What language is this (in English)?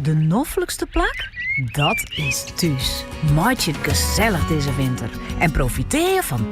Western Frisian